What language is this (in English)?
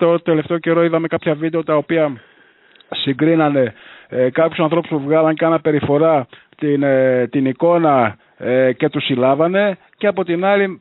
Greek